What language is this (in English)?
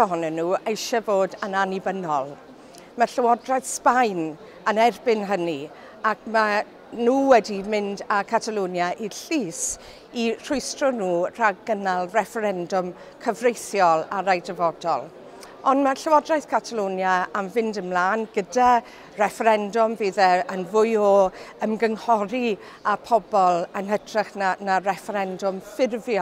Welsh